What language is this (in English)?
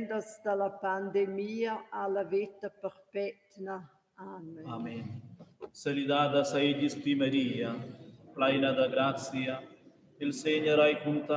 Romansh